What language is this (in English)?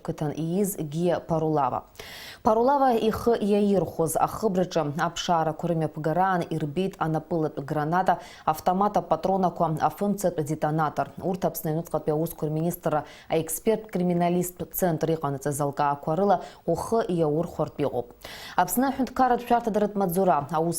Abkhazian